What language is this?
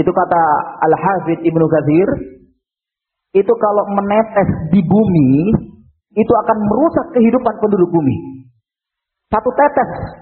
Indonesian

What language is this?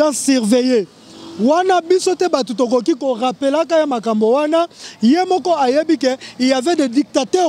Lingala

